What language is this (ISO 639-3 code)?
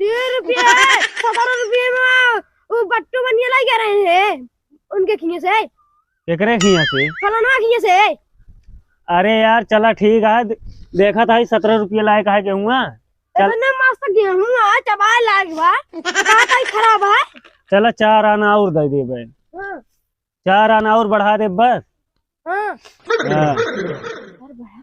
awa